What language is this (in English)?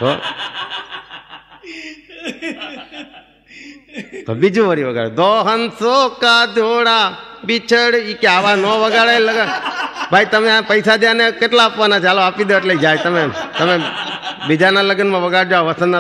Gujarati